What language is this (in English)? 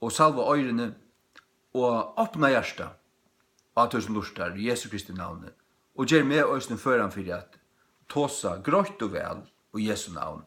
Faroese